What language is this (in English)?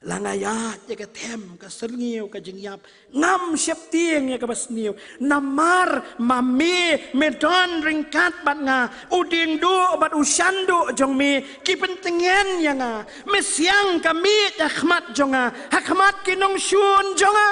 Khasi